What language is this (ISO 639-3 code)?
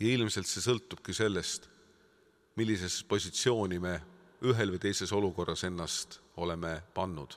est